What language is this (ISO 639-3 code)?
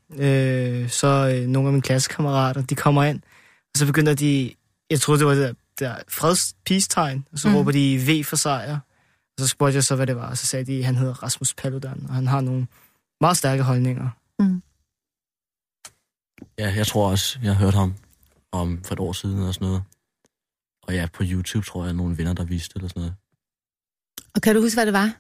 dan